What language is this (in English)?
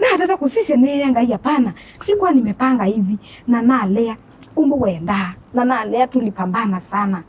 Kamba